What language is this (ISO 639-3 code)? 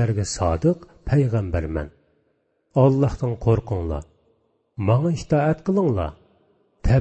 uig